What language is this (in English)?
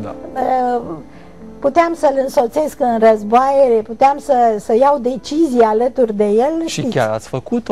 Romanian